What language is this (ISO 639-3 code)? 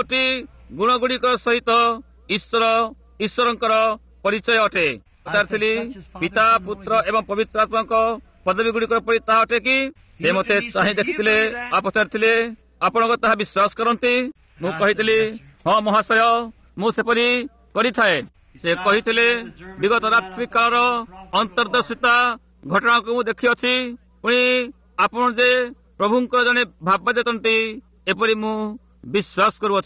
ori